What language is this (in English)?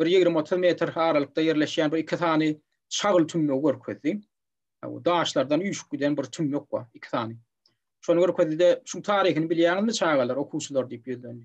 Turkmen